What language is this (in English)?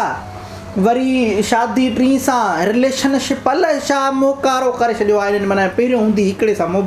Sindhi